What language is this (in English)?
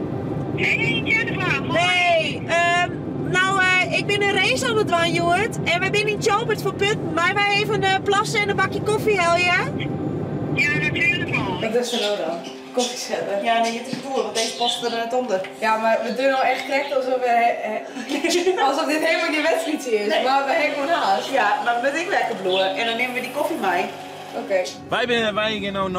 Western Frisian